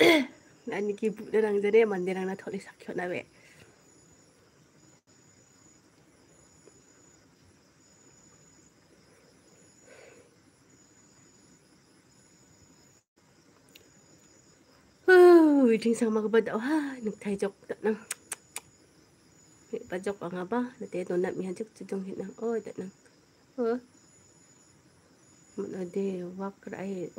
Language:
Malay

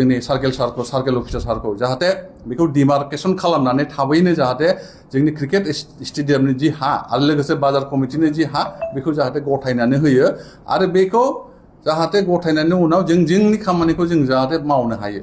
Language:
Bodo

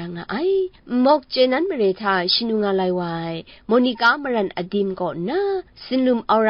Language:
Kachin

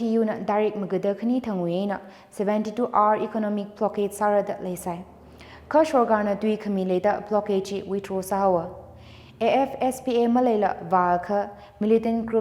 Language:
Tangkhul Naga (India)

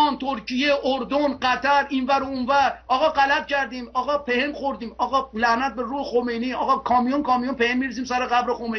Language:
Persian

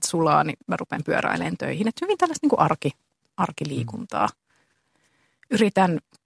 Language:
Finnish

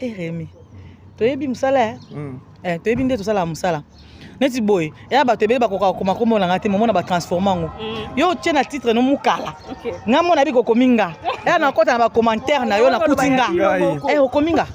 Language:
Lingala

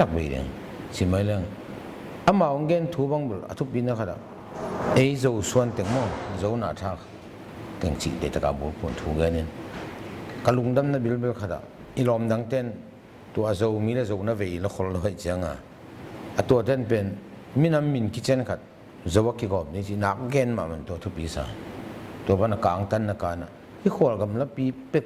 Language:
Tedim Chin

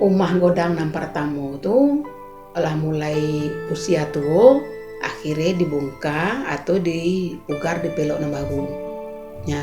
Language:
Minangkabau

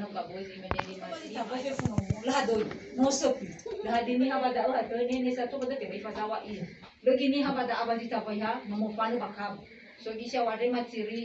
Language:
Nias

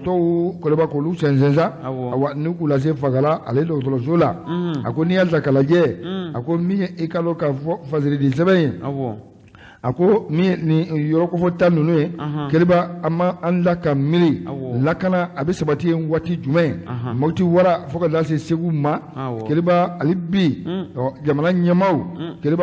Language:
Bambara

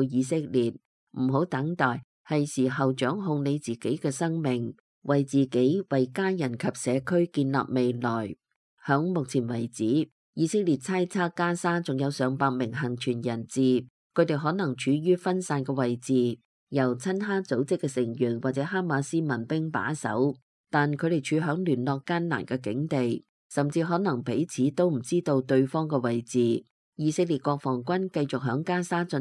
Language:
Cantonese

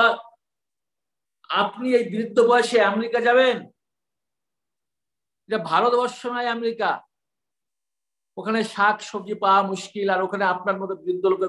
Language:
Bangla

